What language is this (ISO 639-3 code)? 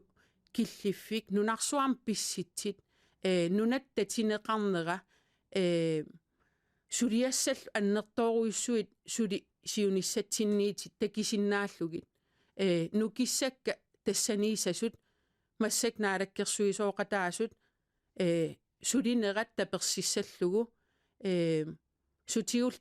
kal